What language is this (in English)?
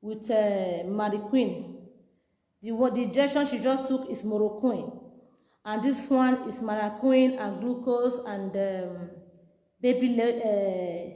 Nigerian Pidgin